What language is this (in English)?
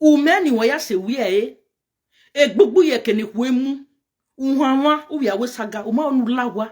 Nigerian Pidgin